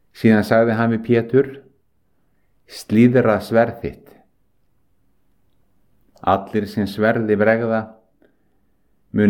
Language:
Icelandic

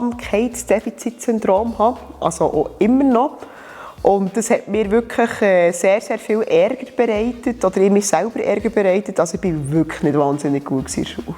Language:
Swiss German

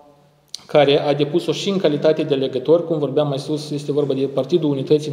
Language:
Romanian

